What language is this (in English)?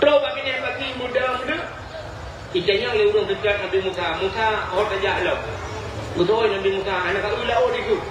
Achinese